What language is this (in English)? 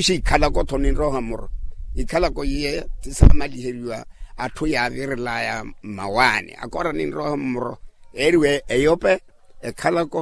Makhuwa